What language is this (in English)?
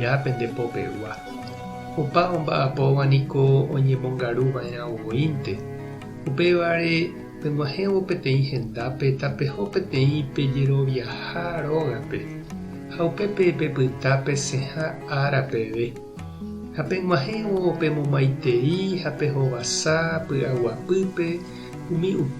Guarani